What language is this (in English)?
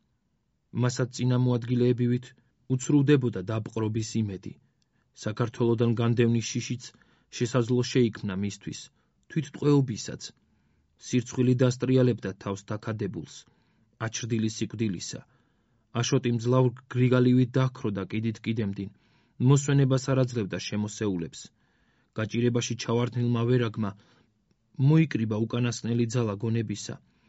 Georgian